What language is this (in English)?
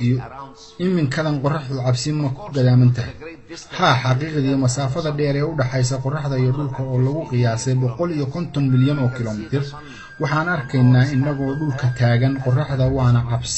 Somali